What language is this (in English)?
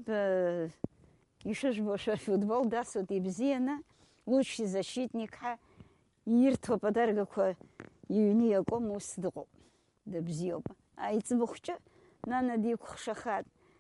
Abkhazian